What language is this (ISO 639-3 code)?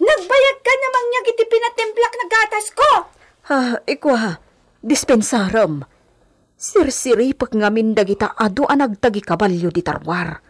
ilo